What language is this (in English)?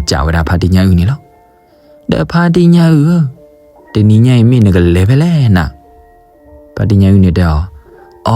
S'gaw Karen